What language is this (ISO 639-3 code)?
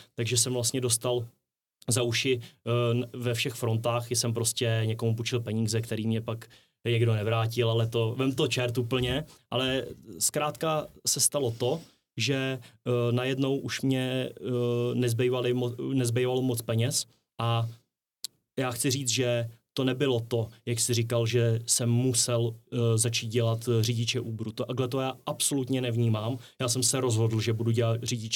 ces